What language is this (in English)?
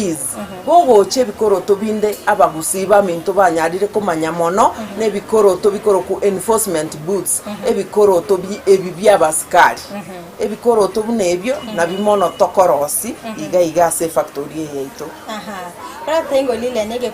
Gusii